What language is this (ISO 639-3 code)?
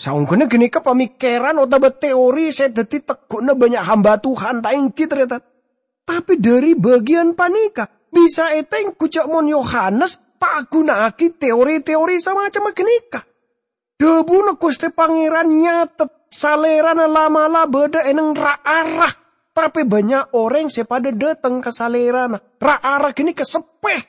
mad